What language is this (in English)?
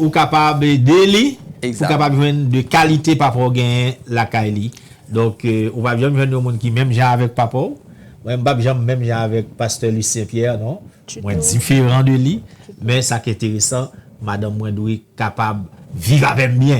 Haitian Creole